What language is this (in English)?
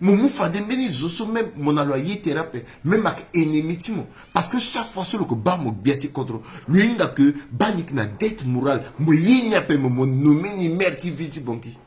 Sango